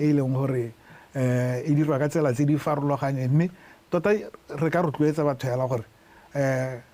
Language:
Tswana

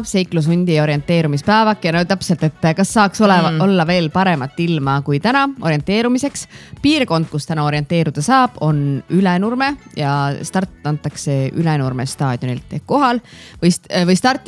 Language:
Estonian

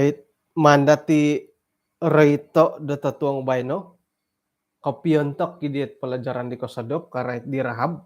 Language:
Central Dusun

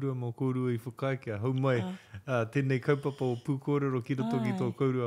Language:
Māori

